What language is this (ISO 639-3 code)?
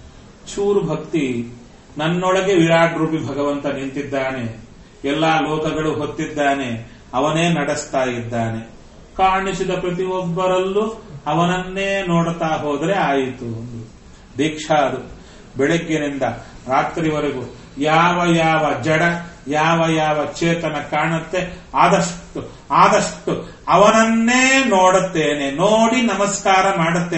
kan